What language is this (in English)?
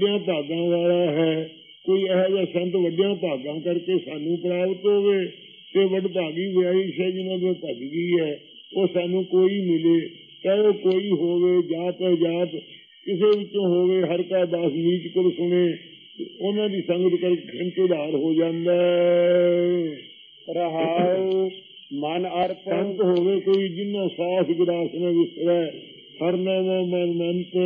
Punjabi